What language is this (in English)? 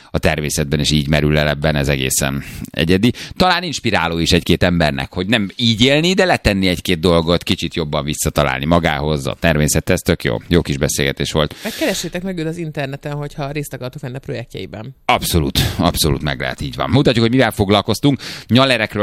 Hungarian